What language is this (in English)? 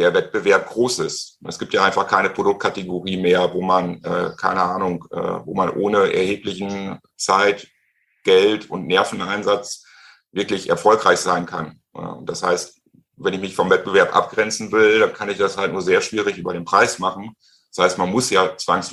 German